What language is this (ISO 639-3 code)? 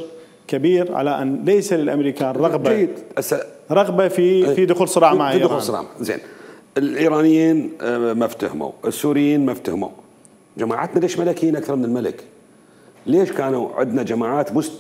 acm